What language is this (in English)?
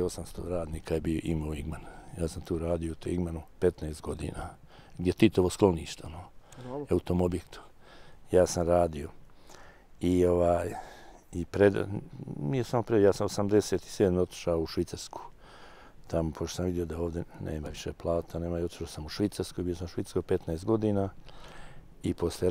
Bosnian